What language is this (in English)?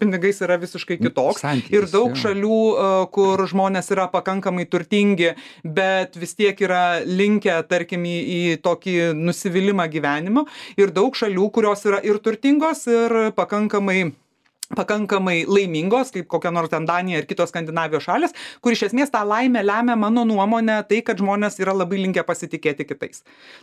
Lithuanian